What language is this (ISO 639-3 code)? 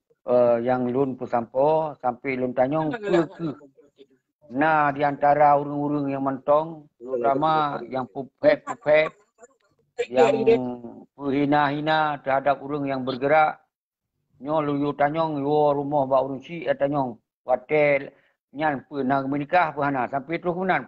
ace